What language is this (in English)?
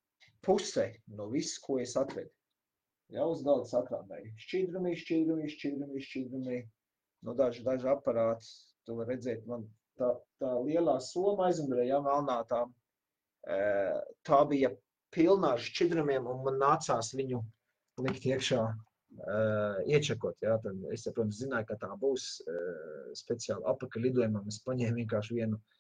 Latvian